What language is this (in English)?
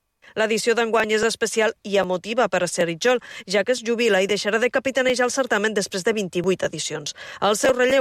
Catalan